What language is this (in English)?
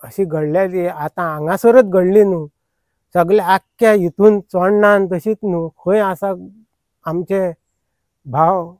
Konkani